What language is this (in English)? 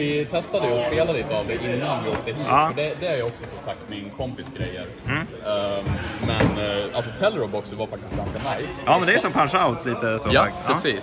Swedish